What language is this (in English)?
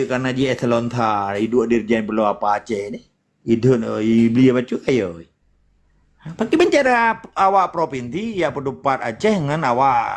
Achinese